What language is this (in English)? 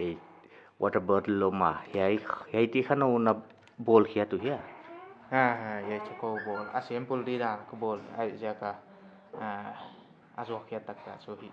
Paite Chin